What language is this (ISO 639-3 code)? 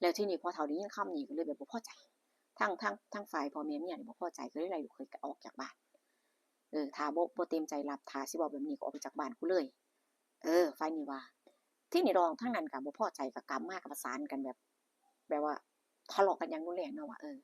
tts